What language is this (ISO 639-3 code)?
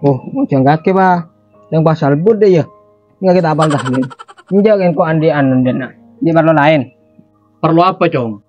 mad